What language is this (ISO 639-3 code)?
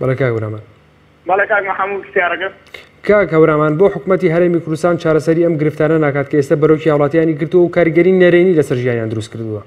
ckb